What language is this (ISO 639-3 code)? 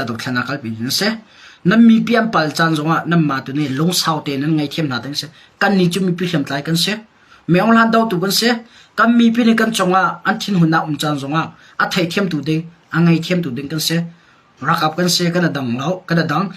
cnh